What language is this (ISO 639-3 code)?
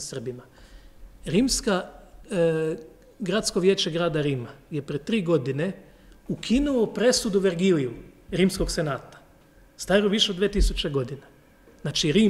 hrv